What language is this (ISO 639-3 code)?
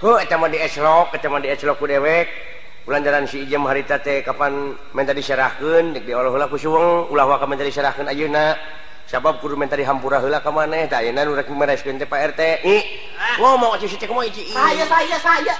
sun